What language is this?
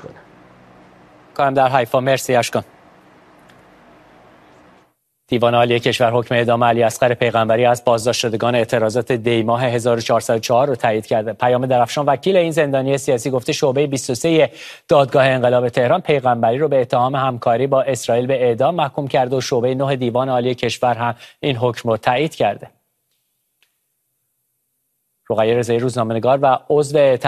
Persian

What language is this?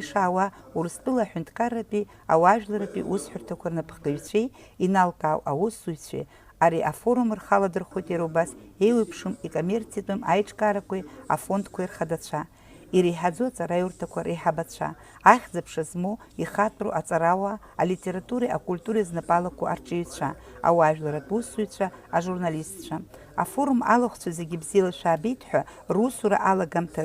Abkhazian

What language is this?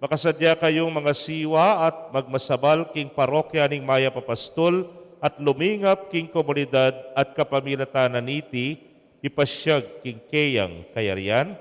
Pampanga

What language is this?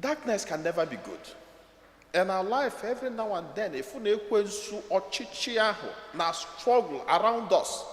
Igbo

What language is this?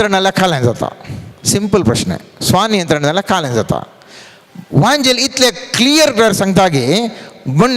Konkani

